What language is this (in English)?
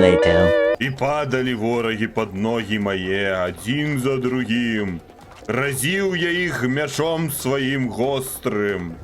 Belarusian